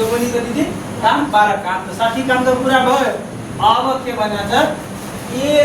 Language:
Nepali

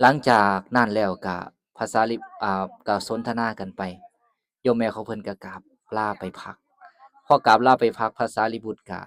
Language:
Lao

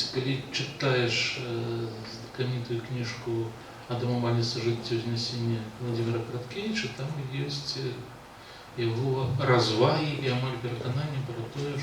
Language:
Belarusian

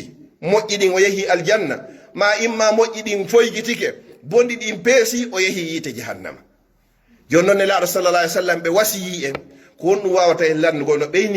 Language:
Pular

